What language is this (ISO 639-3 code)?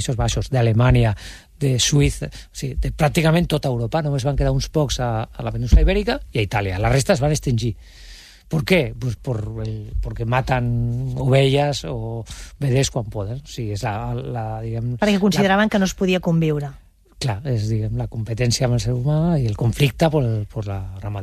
cat